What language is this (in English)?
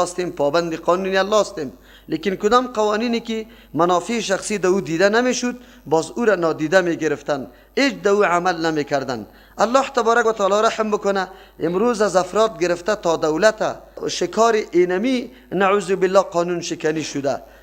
Persian